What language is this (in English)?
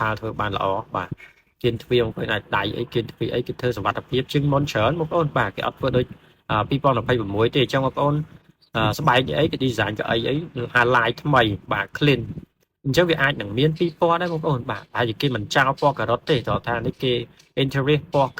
Khmer